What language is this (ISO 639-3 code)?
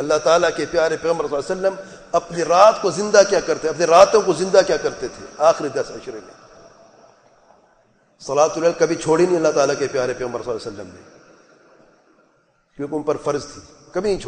urd